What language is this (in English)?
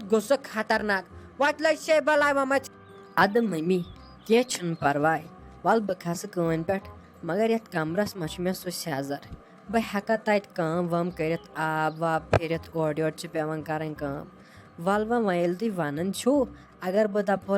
Kashmiri